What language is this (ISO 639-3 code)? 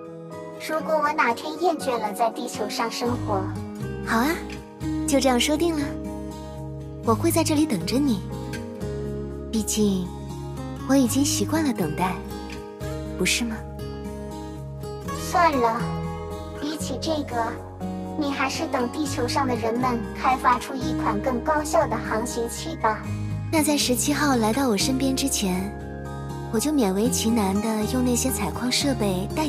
zho